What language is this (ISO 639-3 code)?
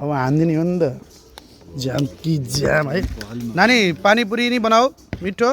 nep